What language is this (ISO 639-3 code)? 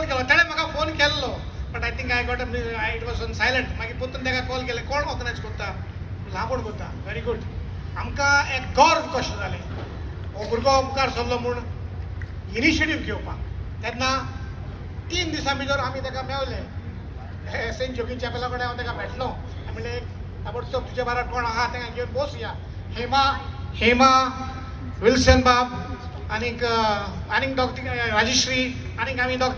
kok